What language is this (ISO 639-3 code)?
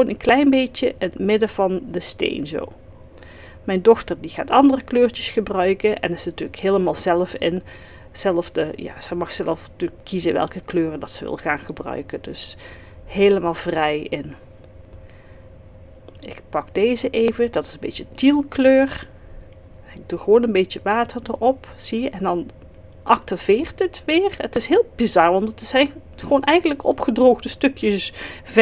nld